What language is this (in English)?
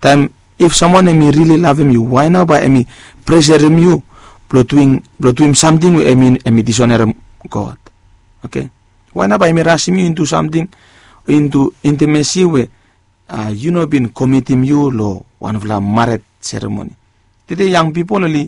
Bislama